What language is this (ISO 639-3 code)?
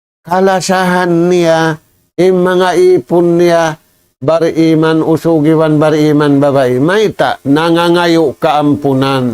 tsg